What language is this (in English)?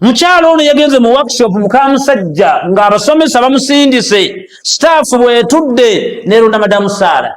Ganda